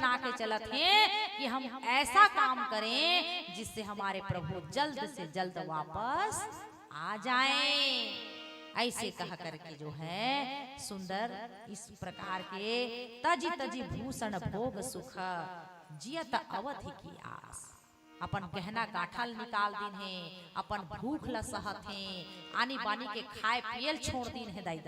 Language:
Chhattisgarhi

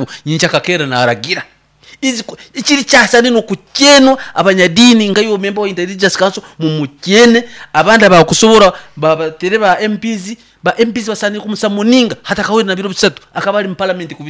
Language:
Nyoro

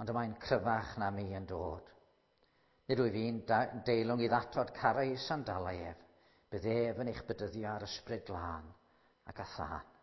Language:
Welsh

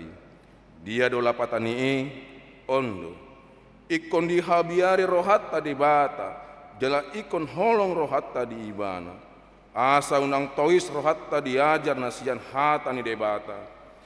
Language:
Batak Toba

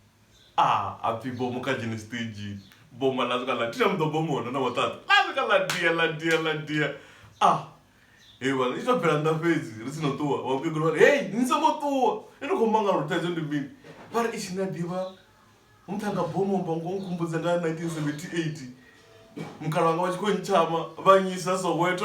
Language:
Venda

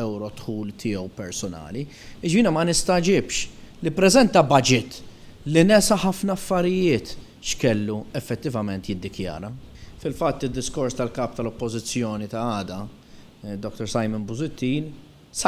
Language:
Maltese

